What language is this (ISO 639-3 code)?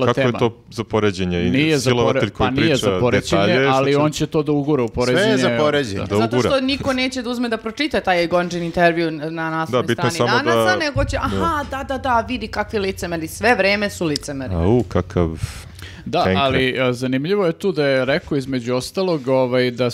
srp